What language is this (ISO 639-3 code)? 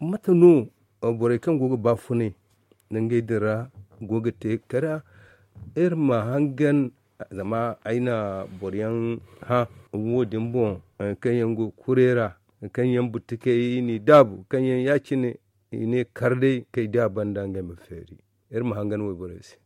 dje